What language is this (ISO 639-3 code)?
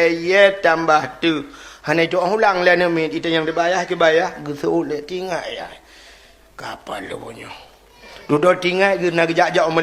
ace